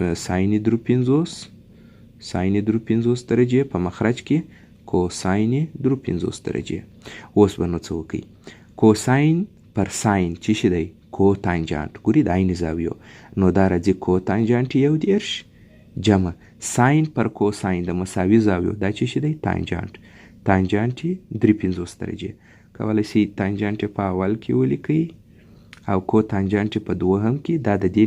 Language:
Pashto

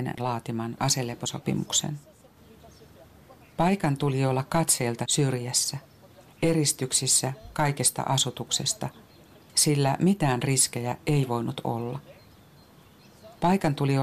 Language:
Finnish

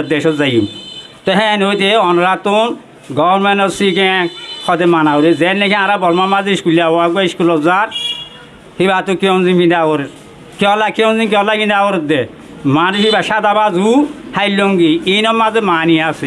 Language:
Rohingya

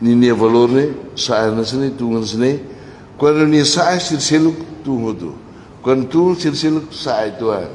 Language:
Tetum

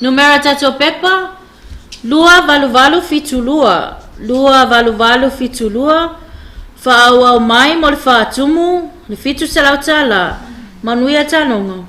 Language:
Samoan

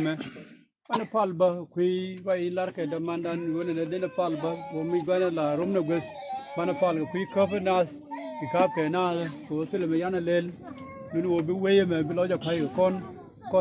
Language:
Nuer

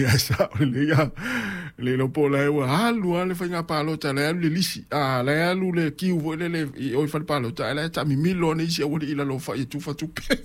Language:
Samoan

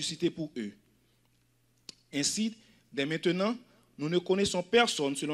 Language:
French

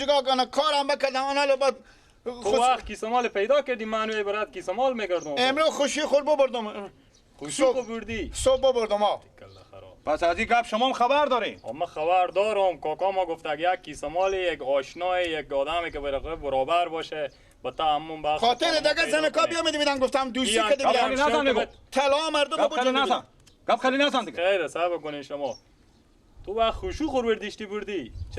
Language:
Persian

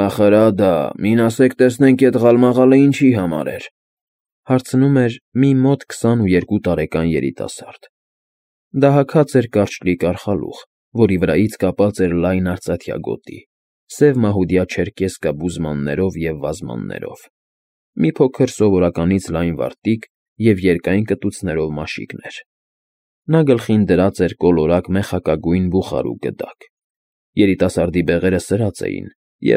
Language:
Armenian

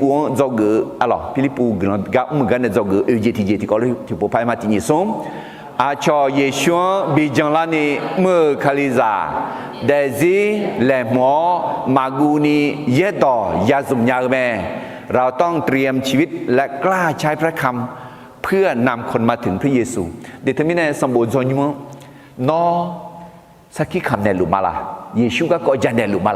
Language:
Akha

